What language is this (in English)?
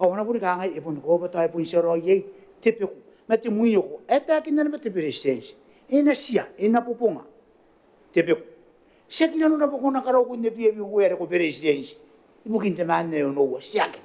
Gilbertese